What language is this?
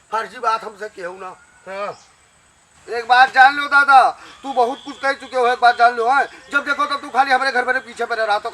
Awadhi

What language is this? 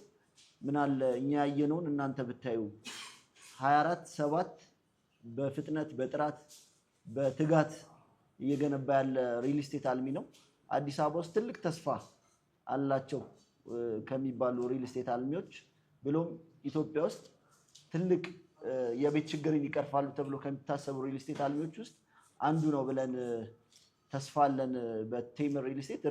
Amharic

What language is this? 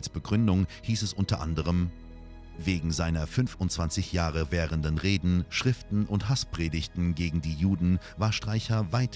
German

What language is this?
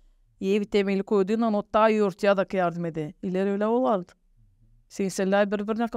Gagauz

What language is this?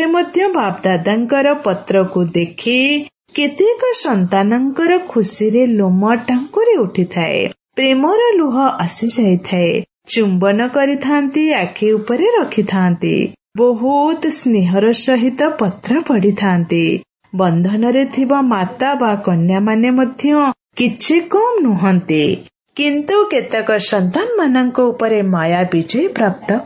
Odia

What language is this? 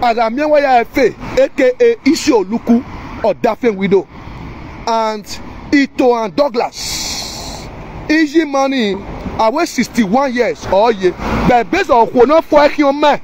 Nigerian Pidgin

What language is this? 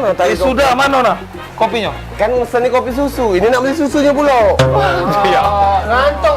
Musi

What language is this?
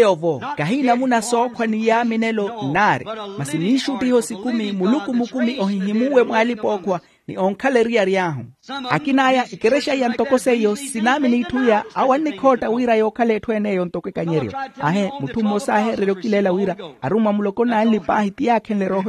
Makhuwa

